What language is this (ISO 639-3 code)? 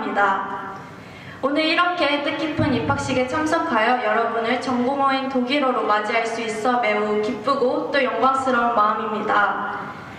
kor